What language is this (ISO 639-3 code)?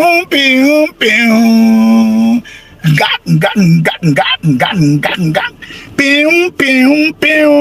yor